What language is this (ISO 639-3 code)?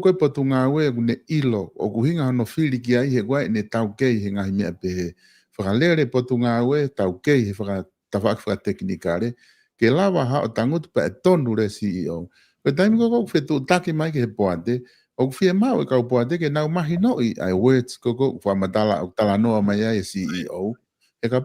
ton